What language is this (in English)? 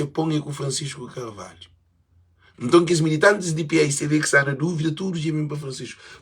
Kabuverdianu